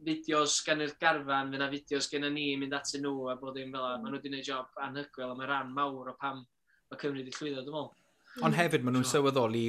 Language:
Welsh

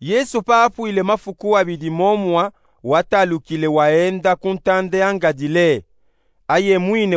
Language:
Luba-Katanga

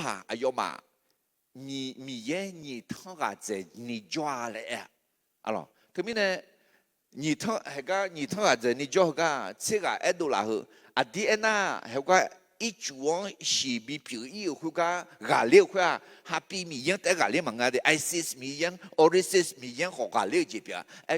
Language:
Akha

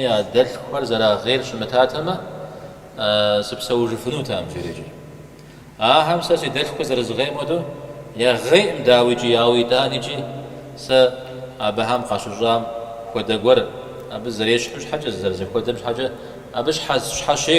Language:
Kabardian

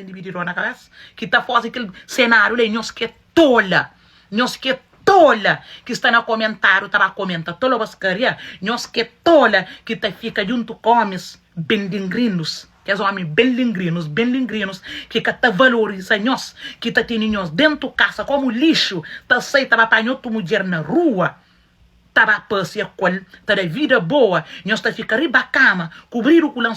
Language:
Kabuverdianu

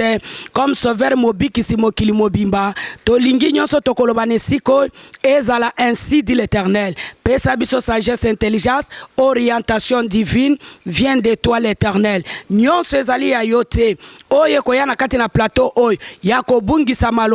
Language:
Lingala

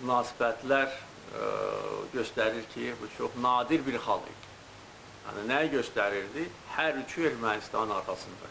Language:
Azerbaijani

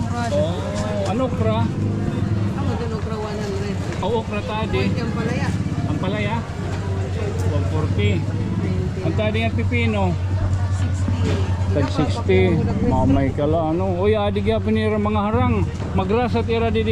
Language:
Waray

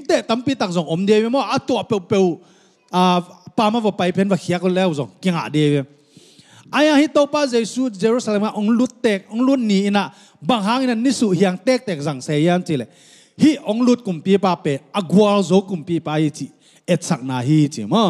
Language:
Tedim Chin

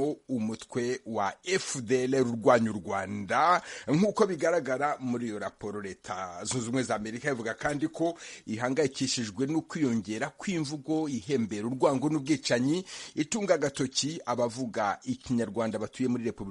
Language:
Kinyarwanda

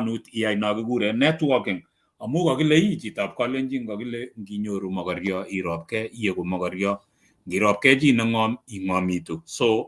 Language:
Kalenjin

